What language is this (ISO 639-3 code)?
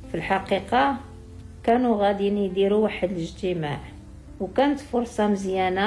ary